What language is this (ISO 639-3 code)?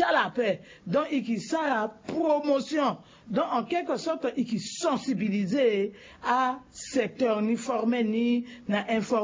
sag